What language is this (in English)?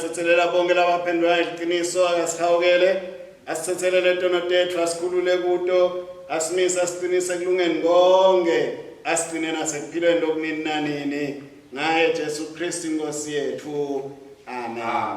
Swati